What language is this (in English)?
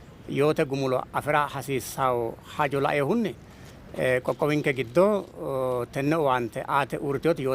Sidamo